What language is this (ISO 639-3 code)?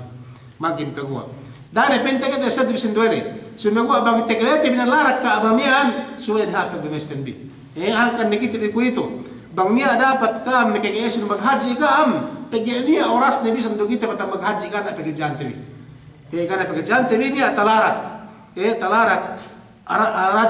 yka